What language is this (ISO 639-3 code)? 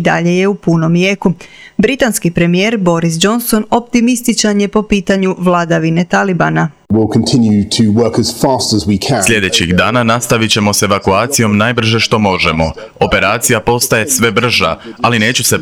hrv